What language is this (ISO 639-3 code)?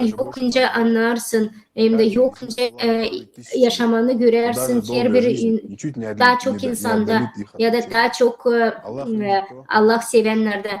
gag